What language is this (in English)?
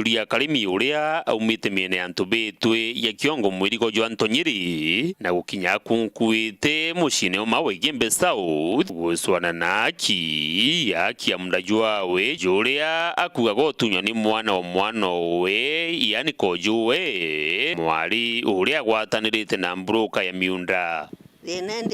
Meru